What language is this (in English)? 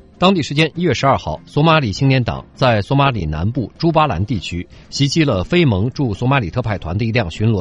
Chinese